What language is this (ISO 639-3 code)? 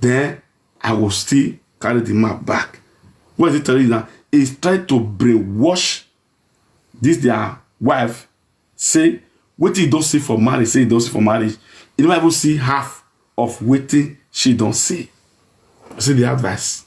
pcm